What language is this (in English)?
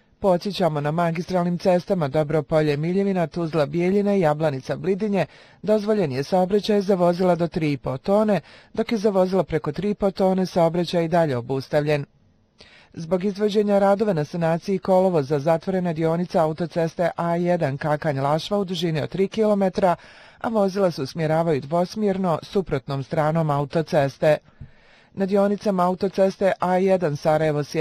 Bosnian